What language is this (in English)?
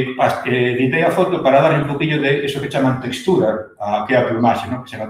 Galician